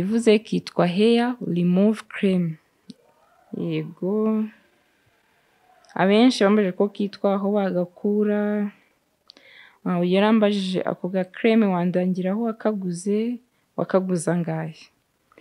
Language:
Kinyarwanda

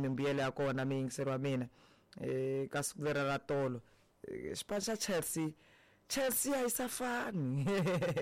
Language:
Tsonga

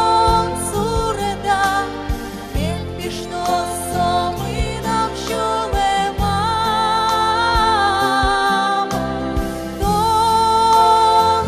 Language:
Udmurt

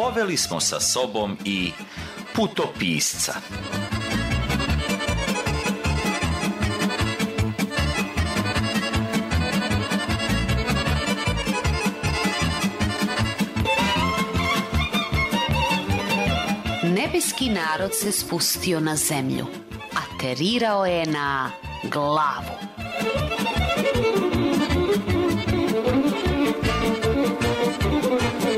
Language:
Serbian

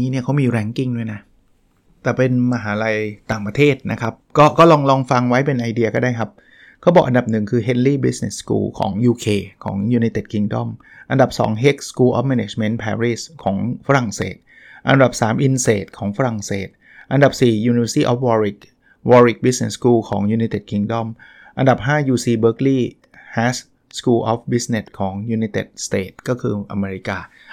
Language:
Thai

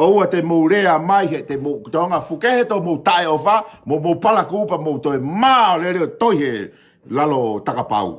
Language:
Tongan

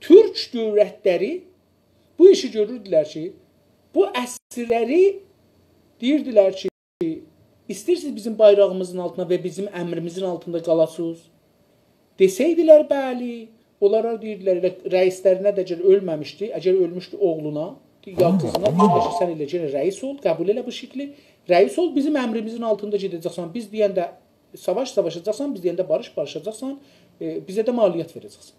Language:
South Azerbaijani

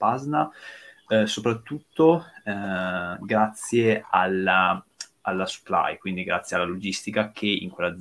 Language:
Italian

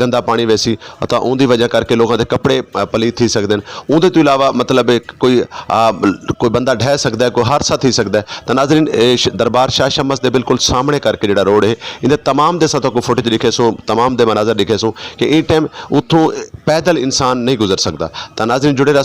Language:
Saraiki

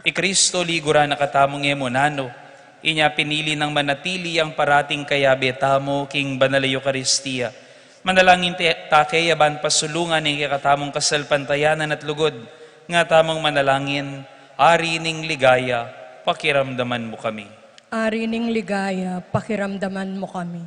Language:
Pampanga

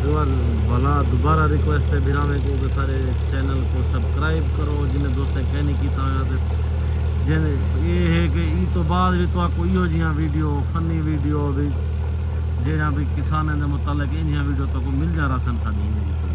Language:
Saraiki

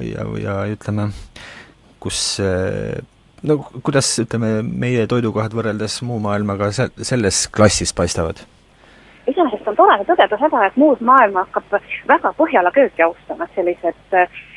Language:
Estonian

